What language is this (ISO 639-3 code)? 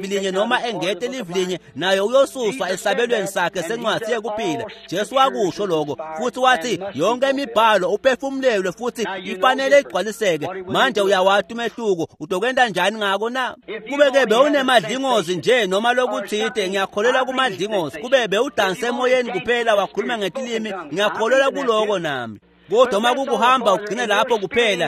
ssw